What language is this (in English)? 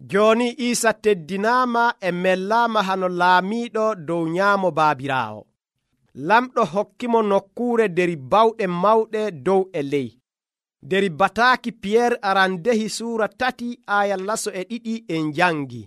Nigerian Fulfulde